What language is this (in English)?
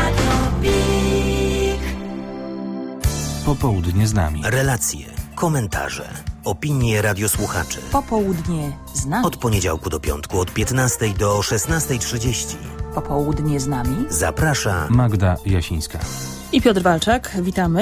Polish